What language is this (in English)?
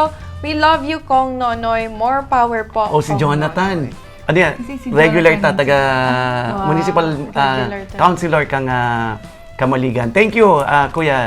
Bikol